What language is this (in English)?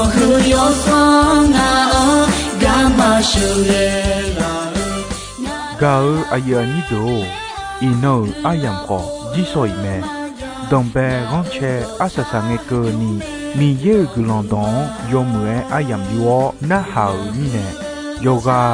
Akha